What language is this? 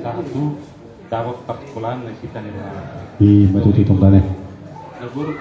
Batak Toba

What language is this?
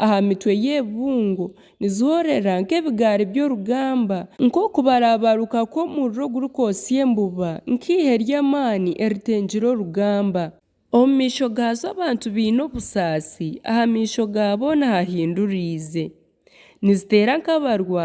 Nyankole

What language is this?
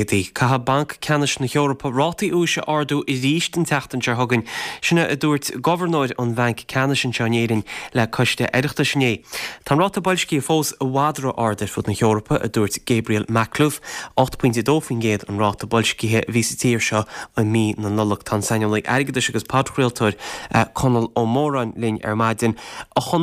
Irish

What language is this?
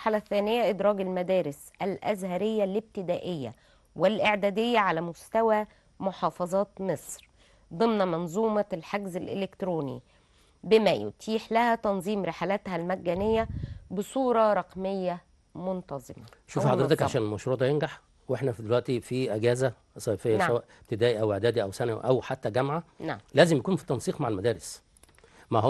Egyptian Arabic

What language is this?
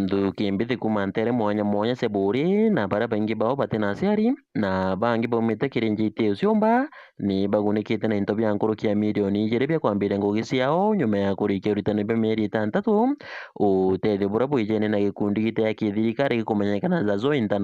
Meru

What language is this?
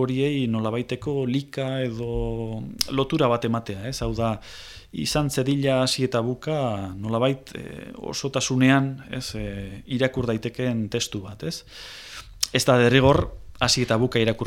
Basque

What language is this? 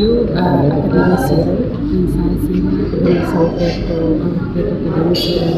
Tetum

